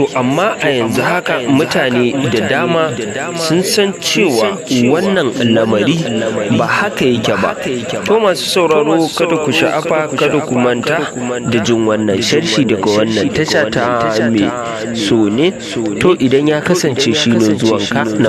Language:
Hausa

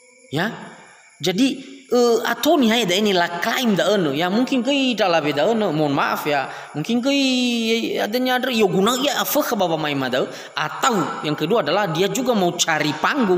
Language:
Nias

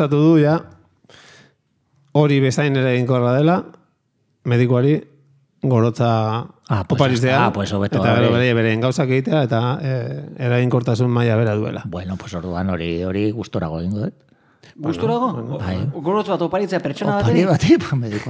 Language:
Basque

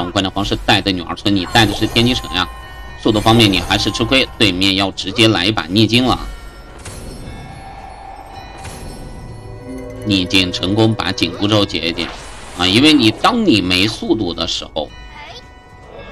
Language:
Chinese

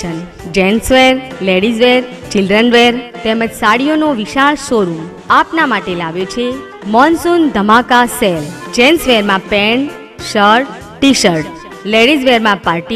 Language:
Gujarati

